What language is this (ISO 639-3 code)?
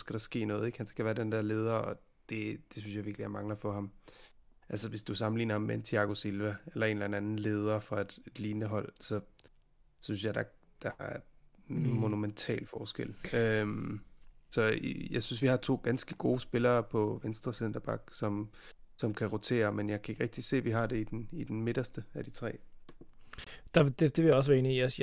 dan